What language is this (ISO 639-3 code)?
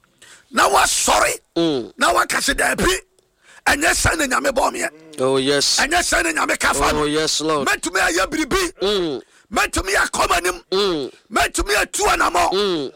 aka